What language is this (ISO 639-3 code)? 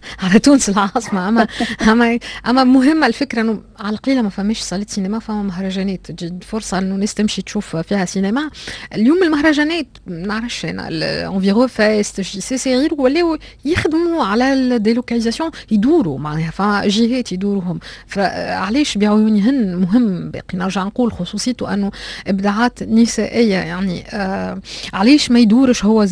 aeb